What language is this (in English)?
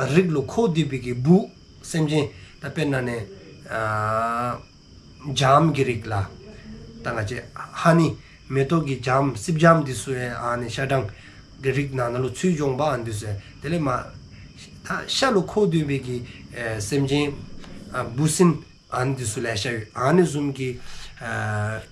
Dzongkha